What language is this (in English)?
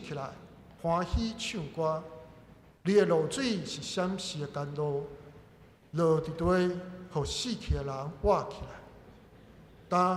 Min Nan Chinese